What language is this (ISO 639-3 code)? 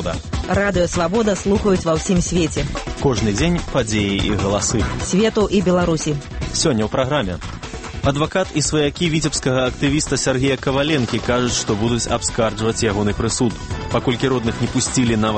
bel